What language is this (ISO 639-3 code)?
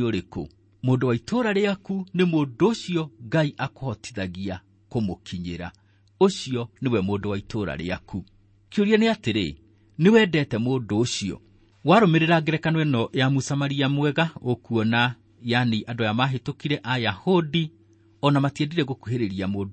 kik